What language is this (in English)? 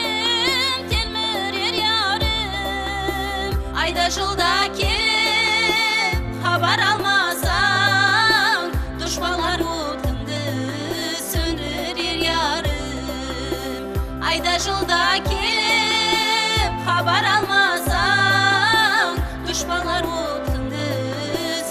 Kara-Kalpak